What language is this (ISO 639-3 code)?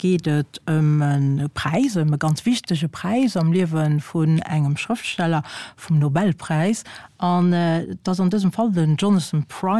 ltz